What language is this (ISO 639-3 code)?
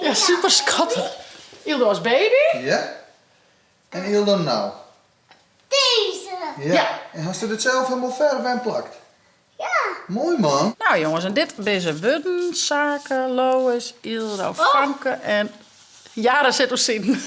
fry